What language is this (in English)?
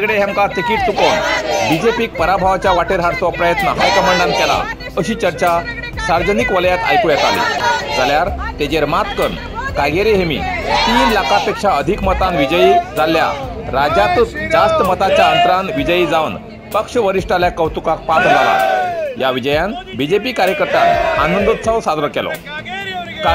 Konkani